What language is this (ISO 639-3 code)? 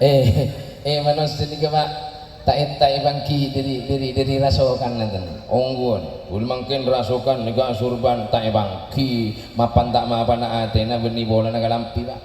mad